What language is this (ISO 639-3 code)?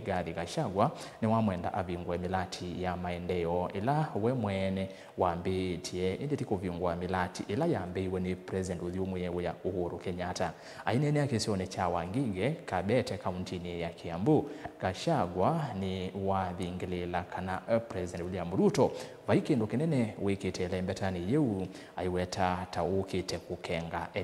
kam